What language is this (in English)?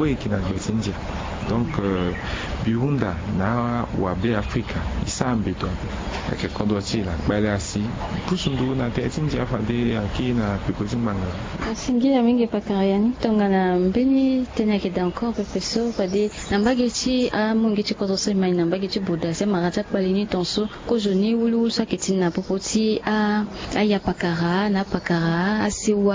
Sango